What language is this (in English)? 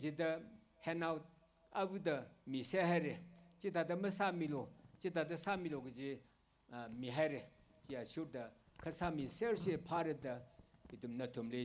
Tangkhul Naga (India)